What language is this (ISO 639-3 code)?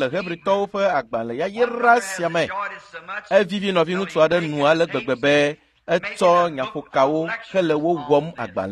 ewe